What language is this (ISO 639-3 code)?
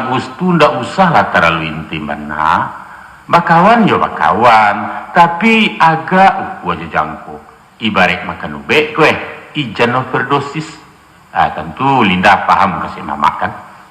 min